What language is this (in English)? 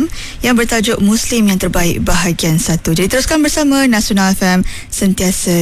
Malay